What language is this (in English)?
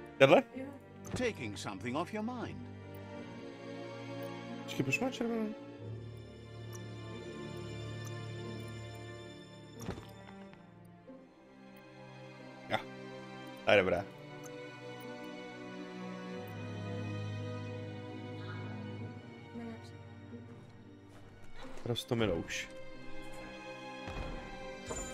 Czech